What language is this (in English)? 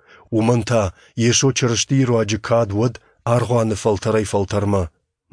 Ossetic